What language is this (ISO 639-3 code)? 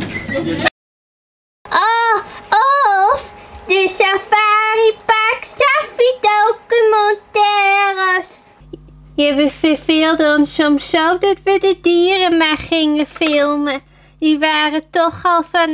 nld